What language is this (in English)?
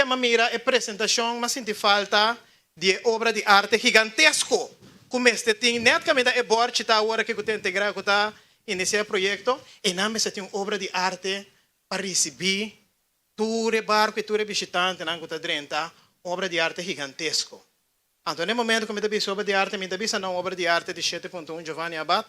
Papiamento